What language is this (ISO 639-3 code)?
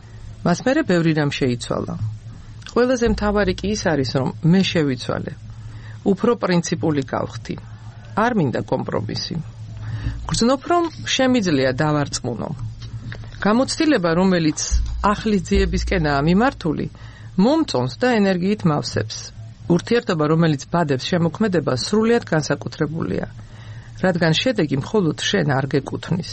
kat